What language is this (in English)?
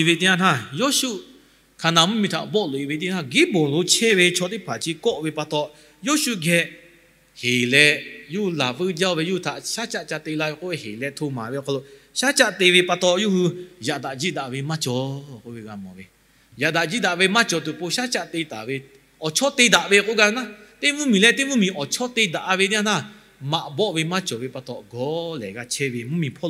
Lahu